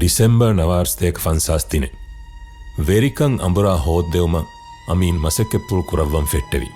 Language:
Divehi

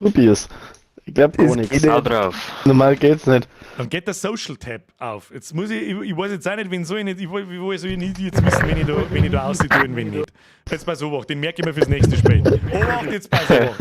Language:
Bavarian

